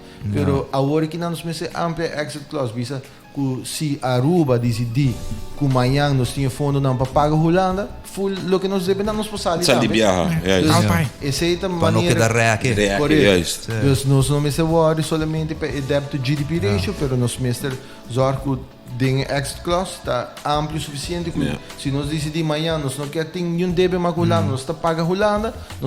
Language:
Papiamento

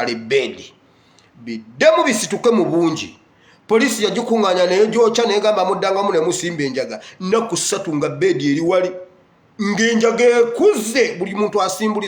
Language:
Ganda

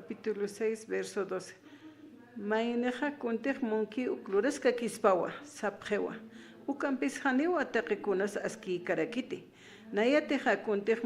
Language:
Aymara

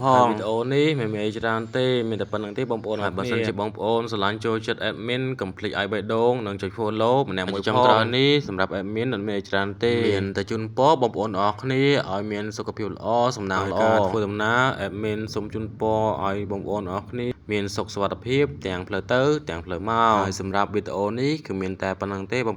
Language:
Khmer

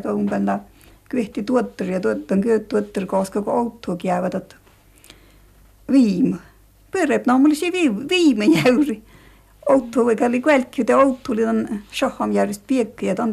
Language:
Finnish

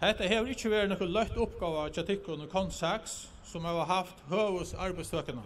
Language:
Faroese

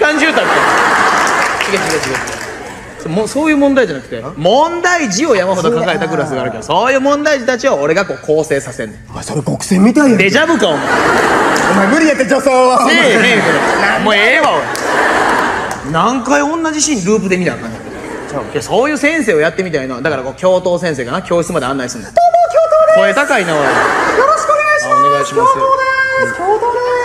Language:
Japanese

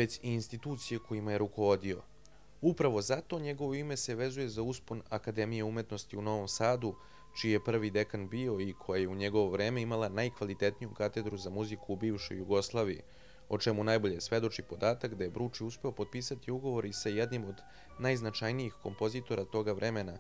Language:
Serbian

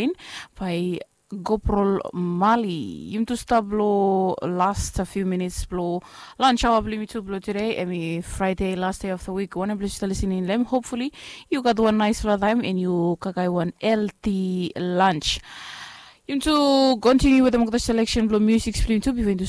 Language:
Bislama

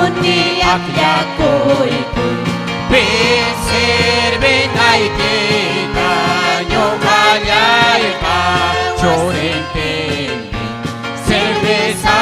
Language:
Ayacucho Quechua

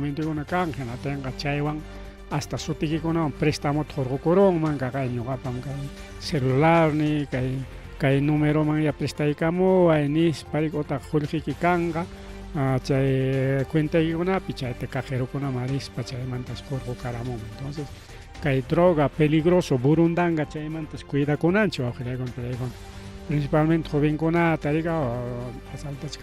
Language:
Ayacucho Quechua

